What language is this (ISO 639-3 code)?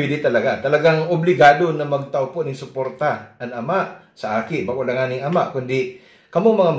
bik